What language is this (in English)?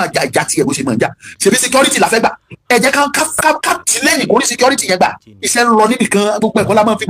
Yoruba